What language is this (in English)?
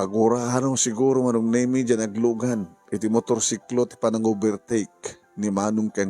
Iloko